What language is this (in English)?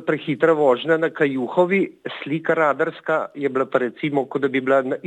Slovenian